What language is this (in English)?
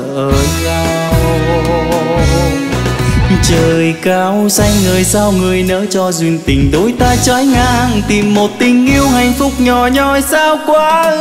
Vietnamese